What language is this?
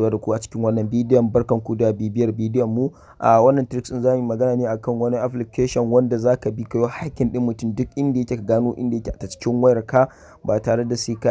Hausa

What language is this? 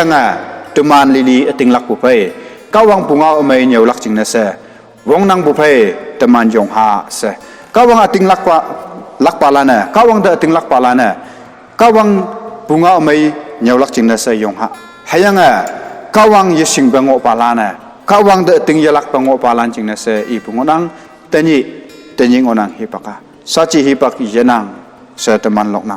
Konyak Naga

